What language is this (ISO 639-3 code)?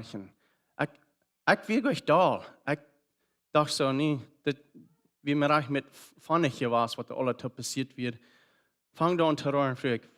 pdt